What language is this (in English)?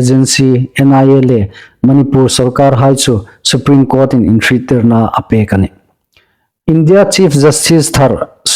Hmar